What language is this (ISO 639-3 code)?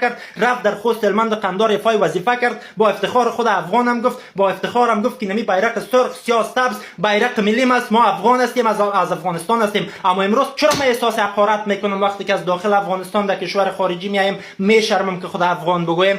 fas